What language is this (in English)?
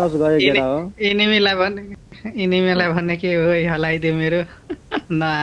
Maithili